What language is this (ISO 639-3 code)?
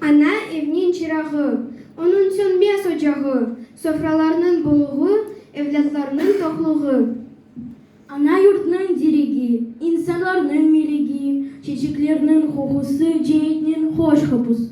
crh